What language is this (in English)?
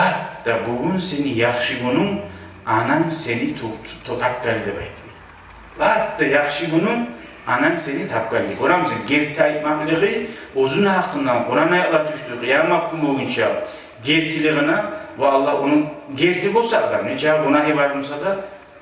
Kumyk